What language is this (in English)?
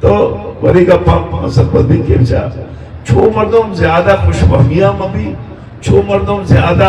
Eastern Balochi